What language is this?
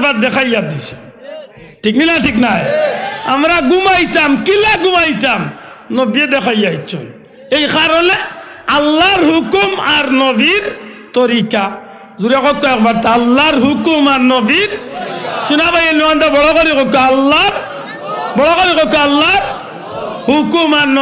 Sylheti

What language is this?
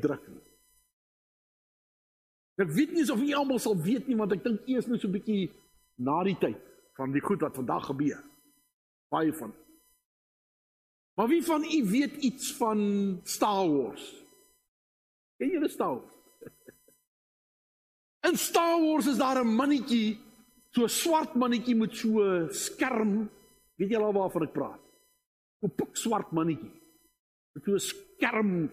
Afrikaans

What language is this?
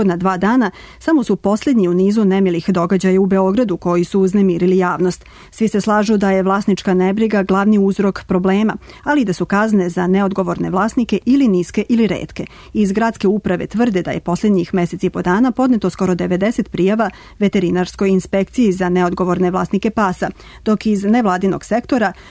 Serbian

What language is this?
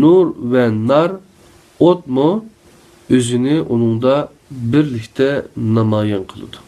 Uyghur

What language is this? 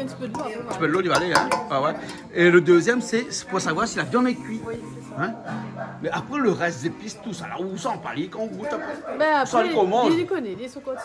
Réunion Creole French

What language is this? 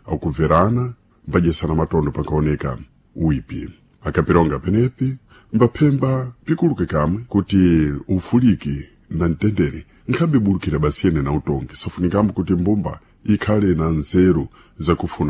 Sena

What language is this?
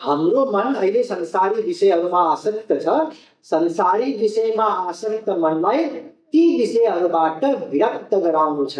Nepali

